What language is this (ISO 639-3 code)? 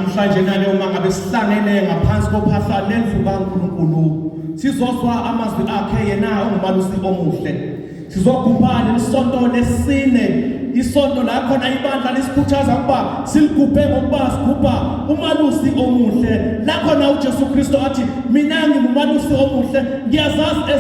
zul